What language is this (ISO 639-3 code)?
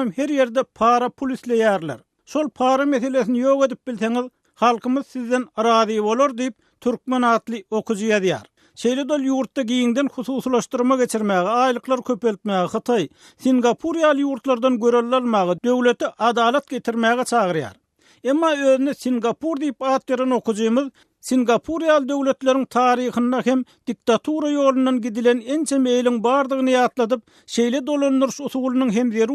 tuk